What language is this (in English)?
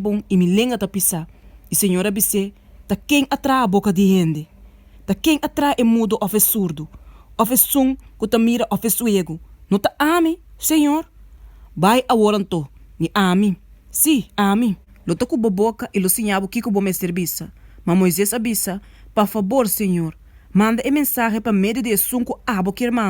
Papiamento